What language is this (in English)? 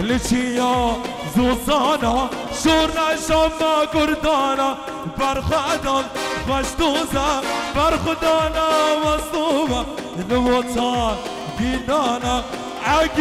Kurdish